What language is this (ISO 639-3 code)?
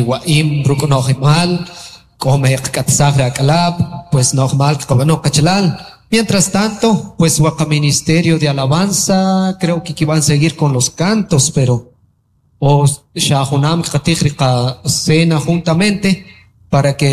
quc